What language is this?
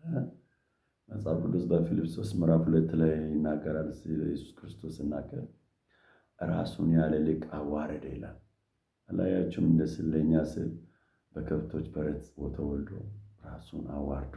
Amharic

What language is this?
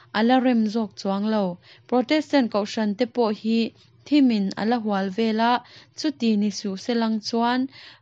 Mizo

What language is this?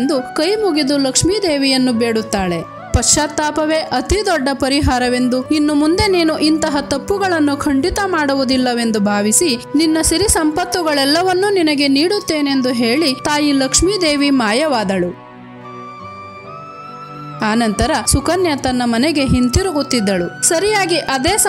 Kannada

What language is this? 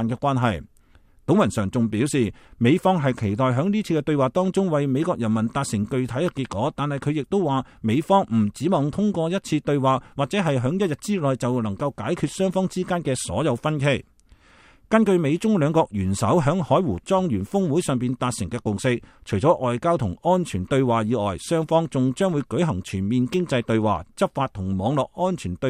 Cantonese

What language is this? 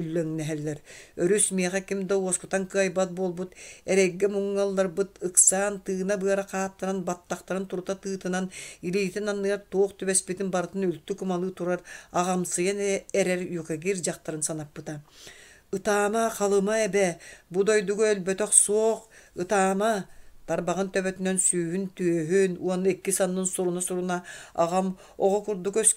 Yakut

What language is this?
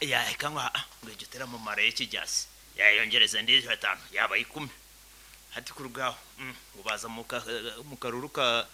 Nyankole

